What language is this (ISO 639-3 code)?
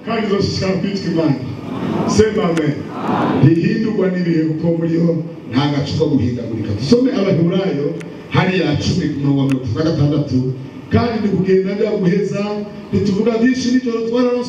run